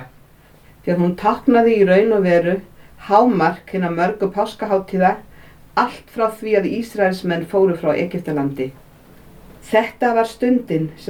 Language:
Icelandic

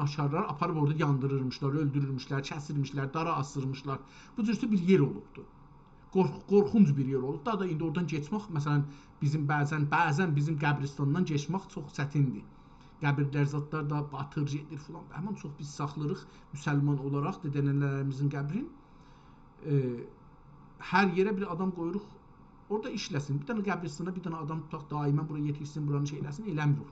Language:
South Azerbaijani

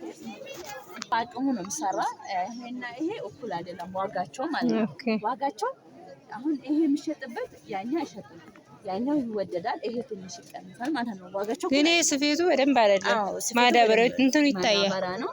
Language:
Amharic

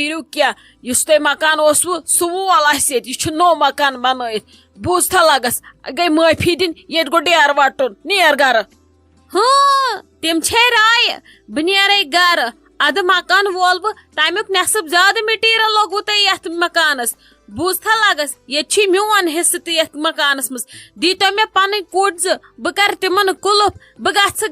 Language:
Kashmiri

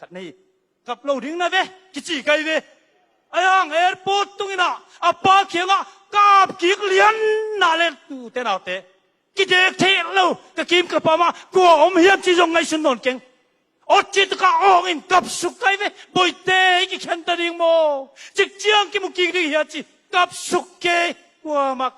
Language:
Tedim Chin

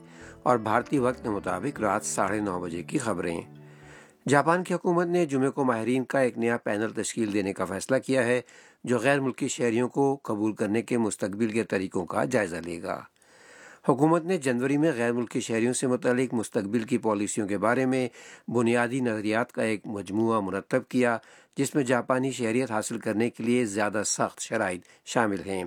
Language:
Urdu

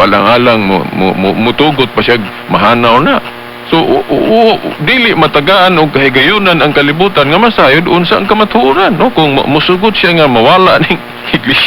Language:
Cebuano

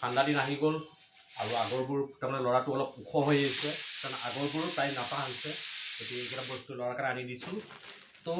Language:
Assamese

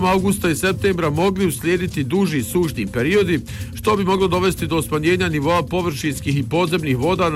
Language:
Bosnian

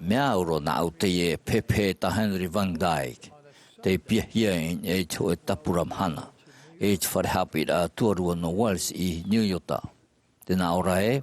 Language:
Tahitian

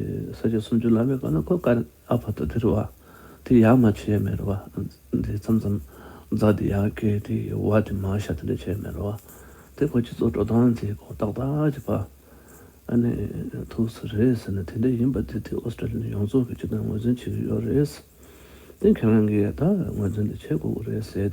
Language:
Tibetan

